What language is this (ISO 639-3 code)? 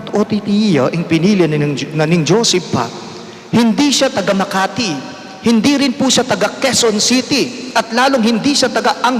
pam